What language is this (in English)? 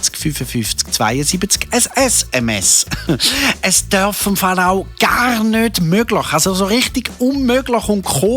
Swiss German